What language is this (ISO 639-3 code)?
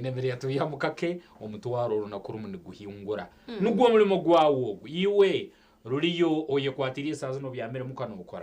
nyn